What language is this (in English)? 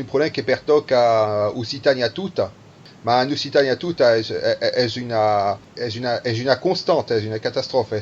Occitan